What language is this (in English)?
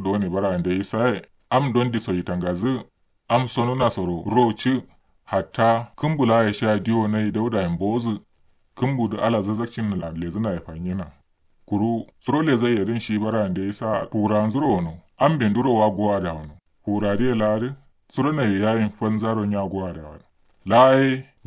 Kanuri